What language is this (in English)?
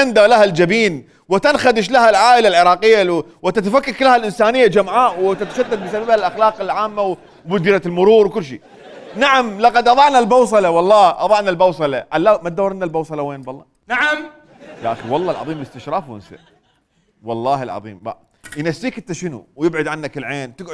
Mesopotamian Arabic